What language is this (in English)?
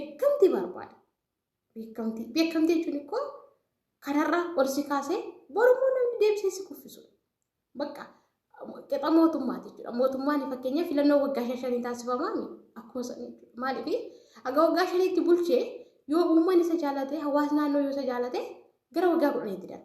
Oromo